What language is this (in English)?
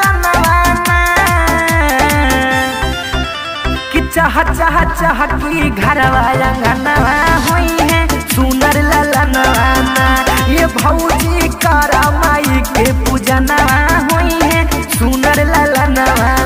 Bhojpuri